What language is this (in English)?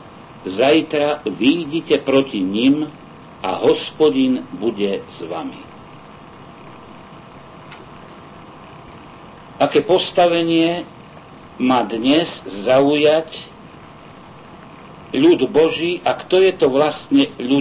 Slovak